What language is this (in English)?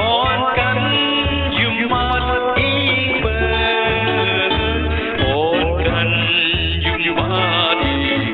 Shan